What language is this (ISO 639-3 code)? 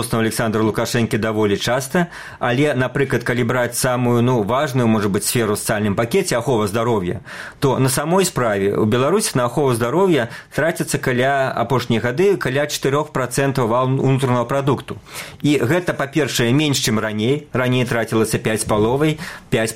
bel